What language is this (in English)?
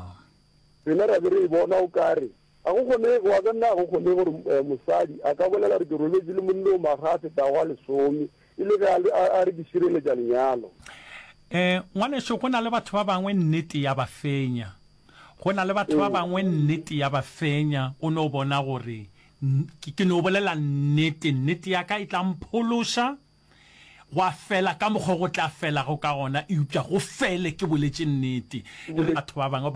Northern Sotho